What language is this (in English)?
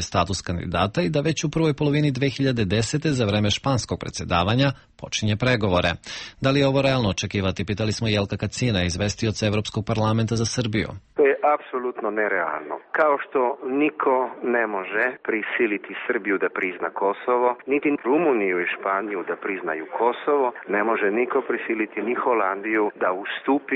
Serbian